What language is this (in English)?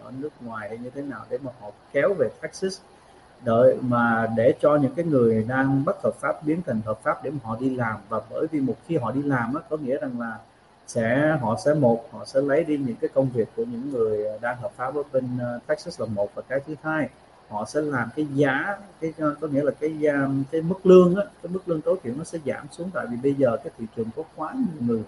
Vietnamese